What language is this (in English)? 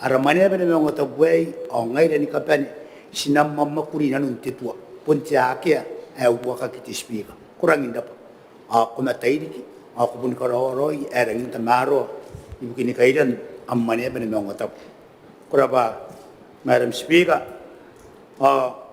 Gilbertese